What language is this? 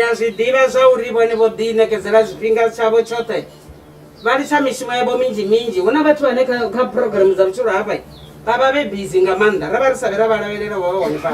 Venda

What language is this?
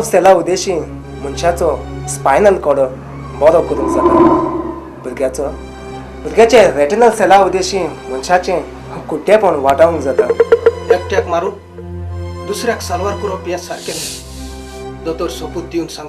Konkani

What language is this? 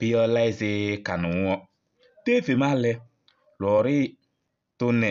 Kabiyè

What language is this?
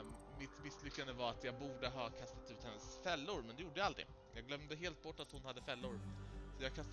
Swedish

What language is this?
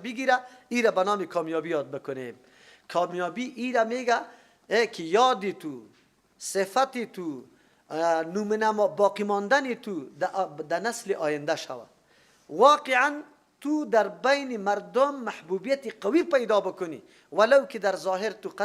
Persian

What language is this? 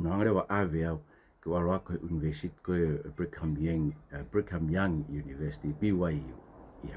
Tongan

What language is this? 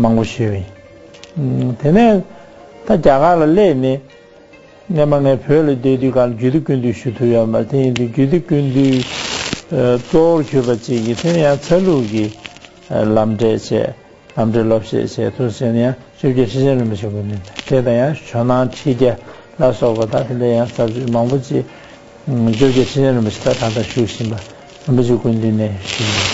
Tibetan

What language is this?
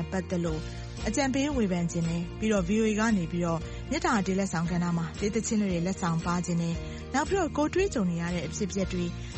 Burmese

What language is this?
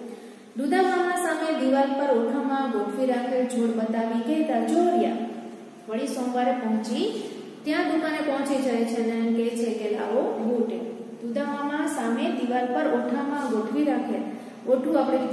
Gujarati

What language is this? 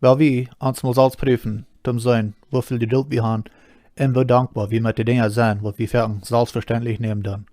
Plautdietsch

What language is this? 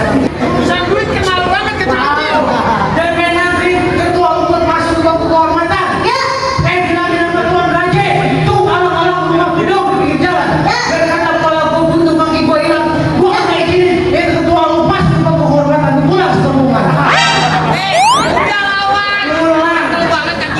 Betawi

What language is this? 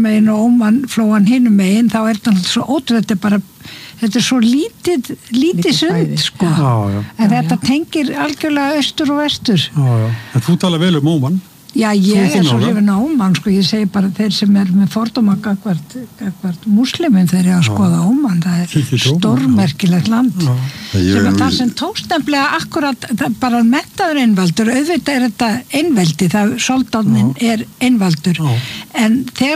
Icelandic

